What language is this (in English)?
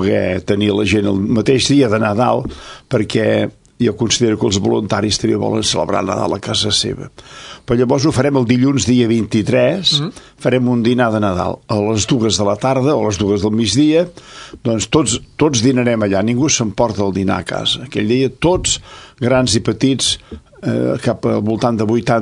Catalan